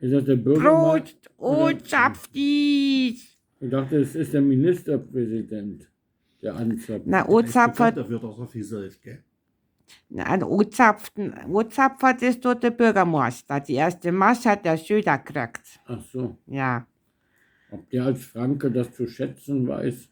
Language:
Bavarian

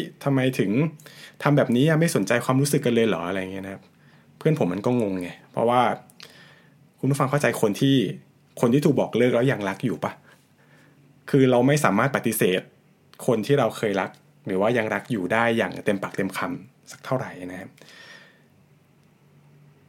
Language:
Thai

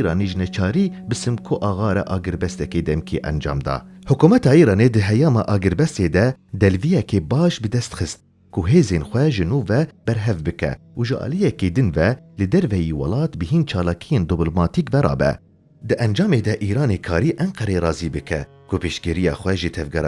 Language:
Kurdish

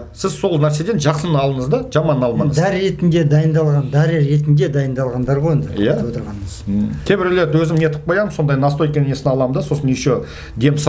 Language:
Kazakh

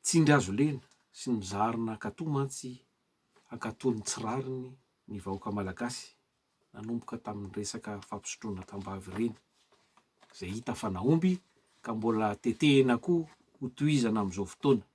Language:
Malagasy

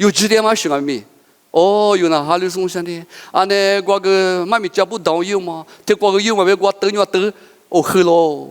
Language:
Lisu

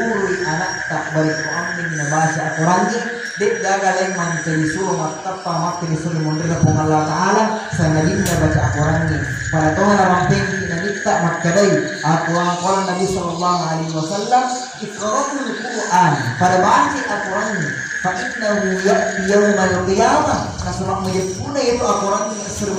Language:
Buginese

